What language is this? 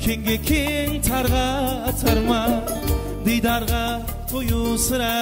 Kara-Kalpak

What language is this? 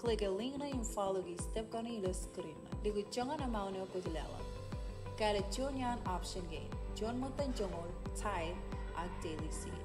Marshallese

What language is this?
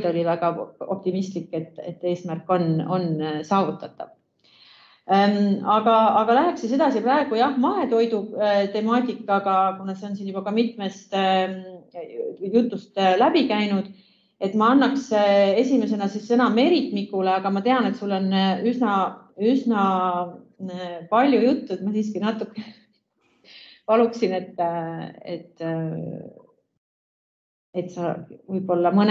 Estonian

